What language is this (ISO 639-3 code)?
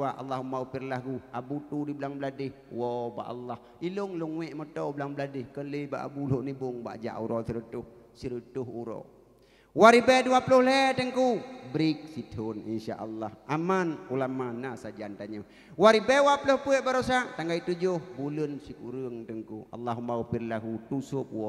ace